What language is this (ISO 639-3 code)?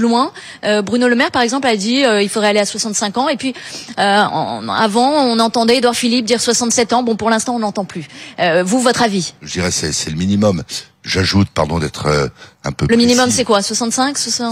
fra